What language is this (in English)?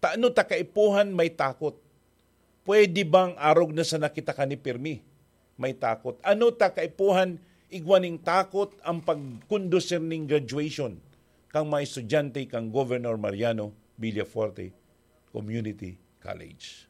Bikol